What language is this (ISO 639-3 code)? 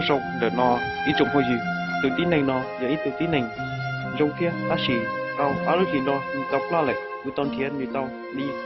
hmn